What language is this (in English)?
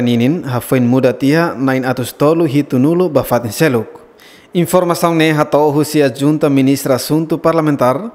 Tetum